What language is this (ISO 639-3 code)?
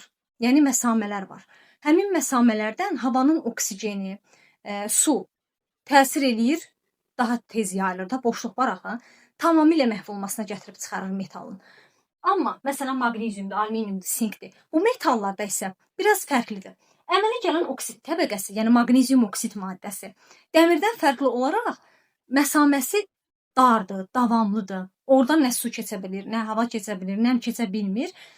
aze